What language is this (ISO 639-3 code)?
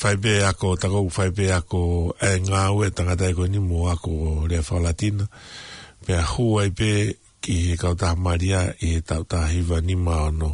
ton